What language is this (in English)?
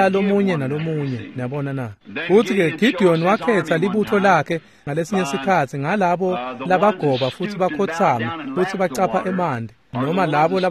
Swati